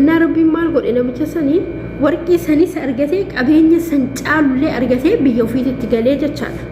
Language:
Oromo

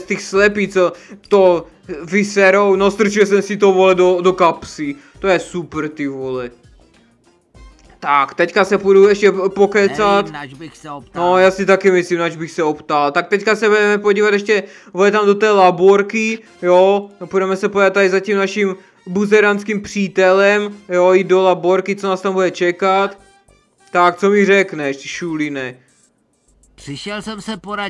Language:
Czech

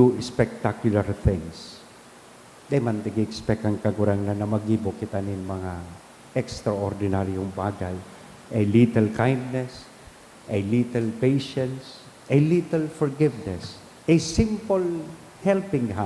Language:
Bikol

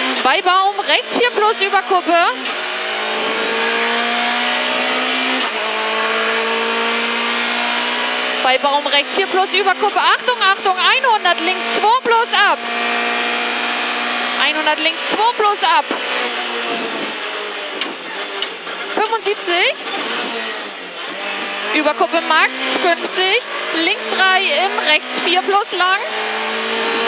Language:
German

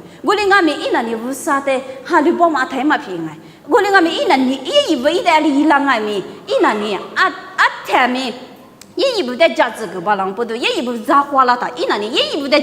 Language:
Lisu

